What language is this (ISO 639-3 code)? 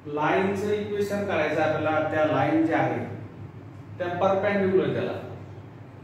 mar